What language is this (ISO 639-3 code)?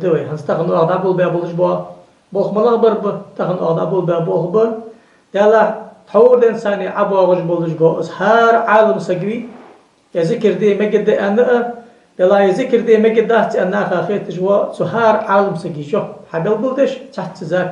inh